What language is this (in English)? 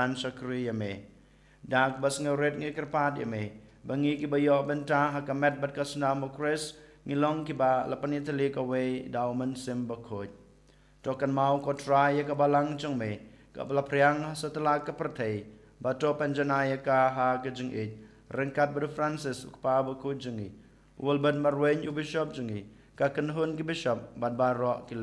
Khasi